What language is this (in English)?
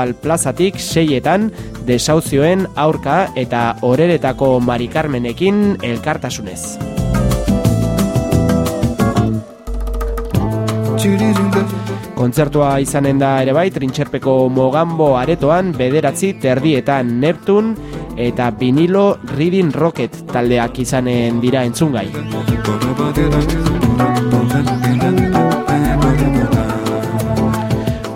Basque